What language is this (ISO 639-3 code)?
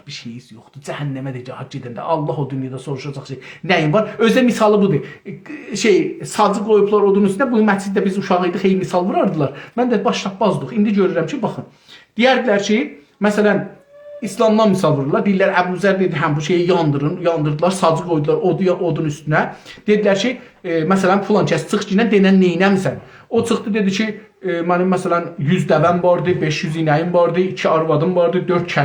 azb